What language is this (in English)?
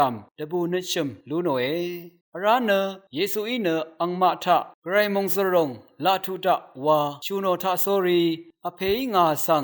Rawang